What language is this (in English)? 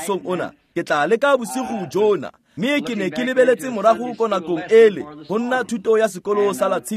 Tswana